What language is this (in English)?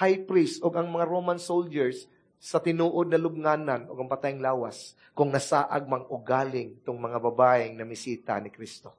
Cebuano